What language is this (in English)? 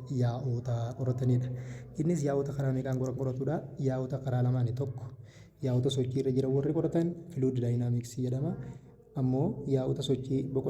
Oromo